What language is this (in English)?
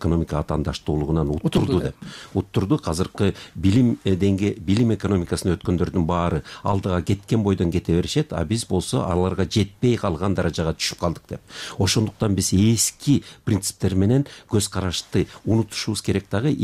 Kyrgyz